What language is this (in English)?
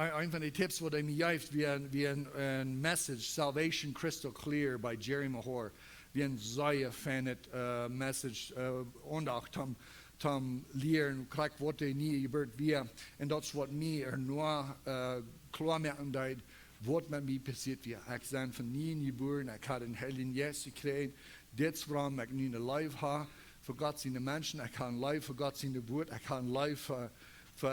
Plautdietsch